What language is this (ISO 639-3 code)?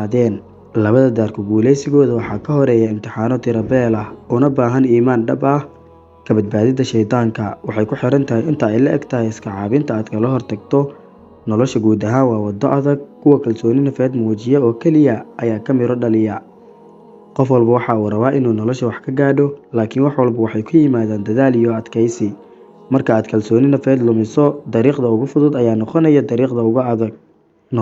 som